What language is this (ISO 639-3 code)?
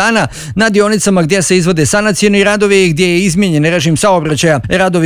bos